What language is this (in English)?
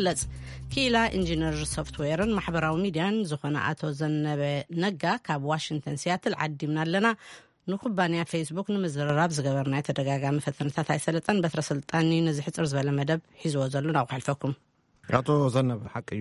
Tigrinya